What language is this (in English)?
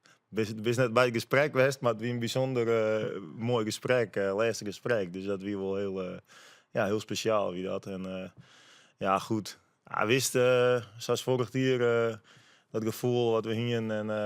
Western Frisian